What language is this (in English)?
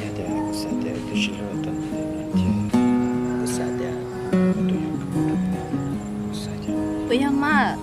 Hmong